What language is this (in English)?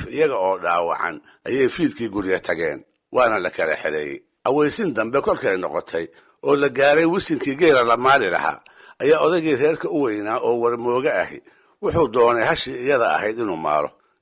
Somali